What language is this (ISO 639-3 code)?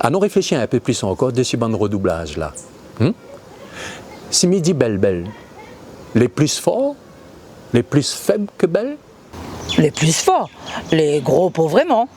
rcf